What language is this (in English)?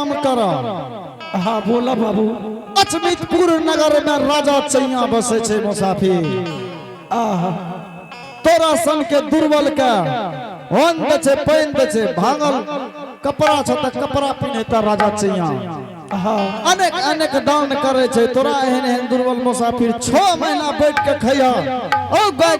Angika